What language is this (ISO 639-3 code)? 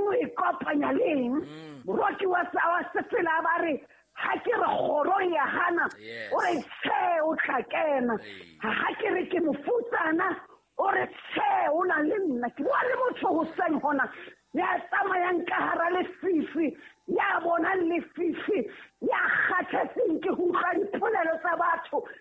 sot